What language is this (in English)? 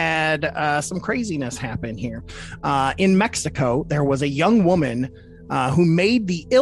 English